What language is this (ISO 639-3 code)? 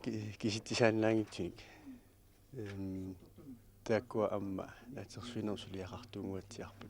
kal